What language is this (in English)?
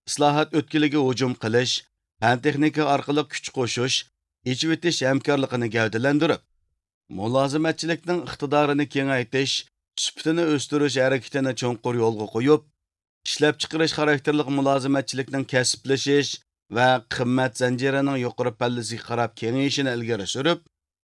Uyghur